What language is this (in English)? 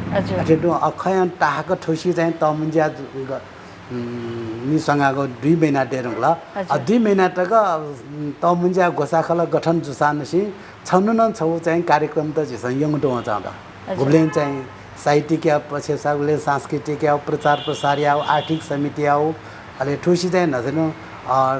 Newari